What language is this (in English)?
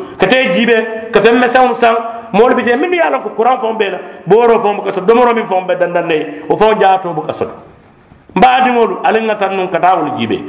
Mandingo